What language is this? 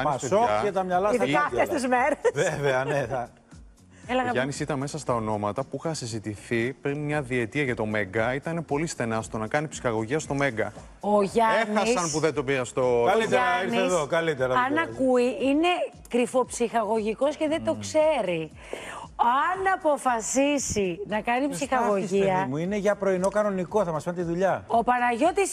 Greek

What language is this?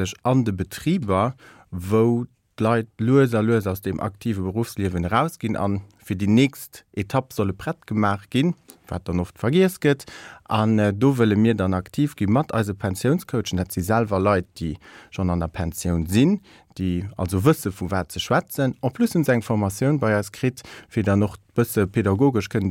Luxembourgish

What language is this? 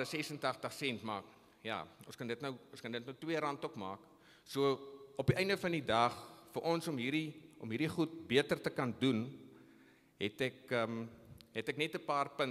Afrikaans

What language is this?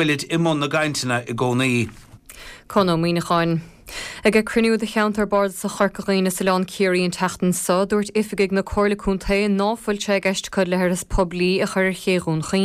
Irish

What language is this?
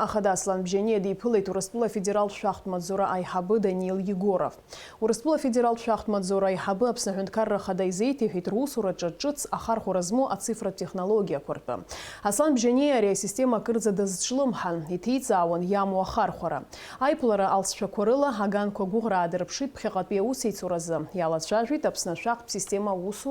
Abkhazian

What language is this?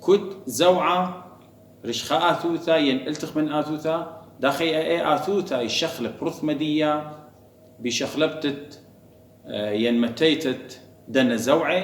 Assyrian Neo-Aramaic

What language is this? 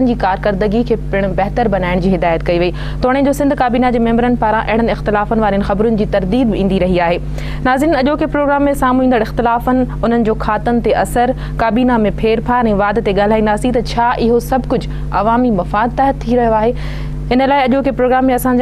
Sindhi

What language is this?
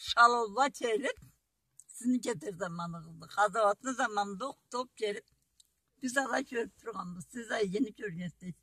Karachay-Balkar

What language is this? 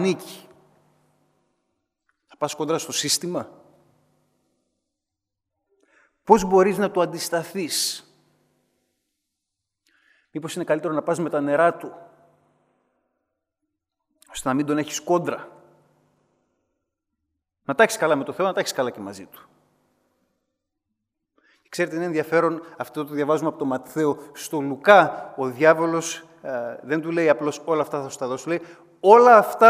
Greek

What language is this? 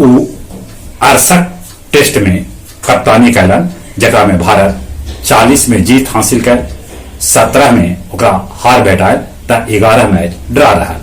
Magahi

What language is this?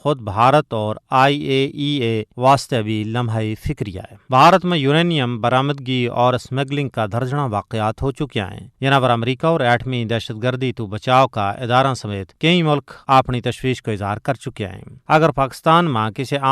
Gujari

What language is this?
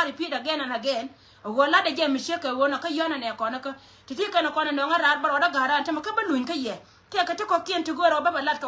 Nuer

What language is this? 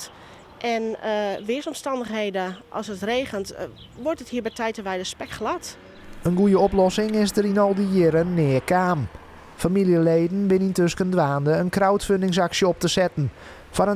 Western Frisian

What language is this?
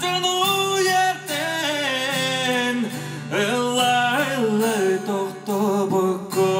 Yakut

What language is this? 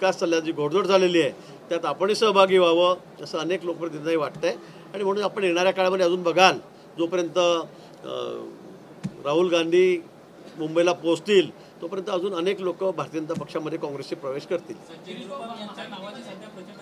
Marathi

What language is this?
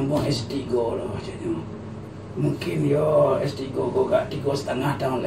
Minangkabau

